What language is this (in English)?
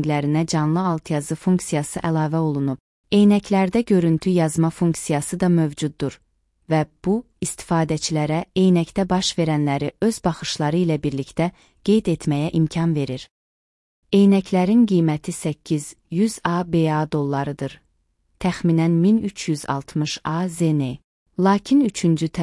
Azerbaijani